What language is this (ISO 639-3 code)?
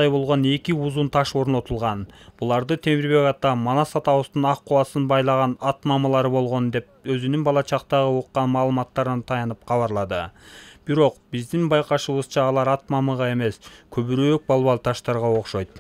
kir